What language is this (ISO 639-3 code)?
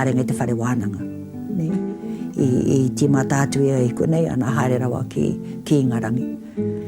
mri